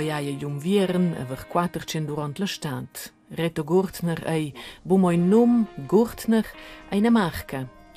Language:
Romansh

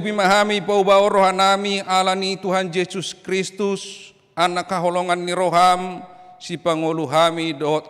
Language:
Batak Toba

